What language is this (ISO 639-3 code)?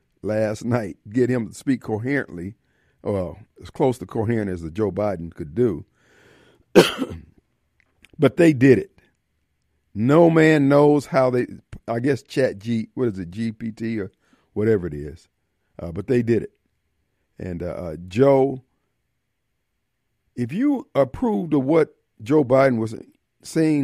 eng